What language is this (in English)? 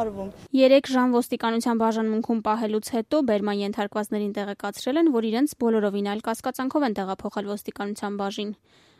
Armenian